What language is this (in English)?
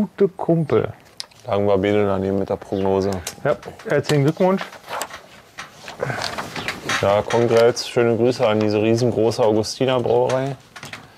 German